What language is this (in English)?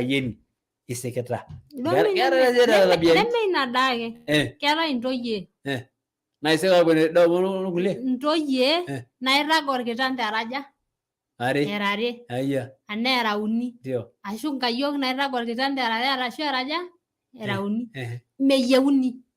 Masai